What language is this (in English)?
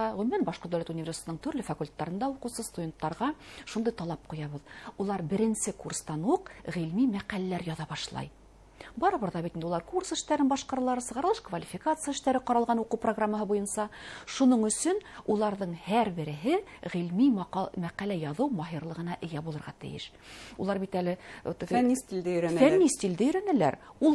Bashkir